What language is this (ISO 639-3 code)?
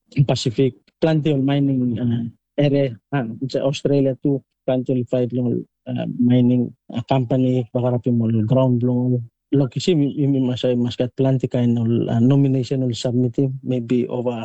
tpi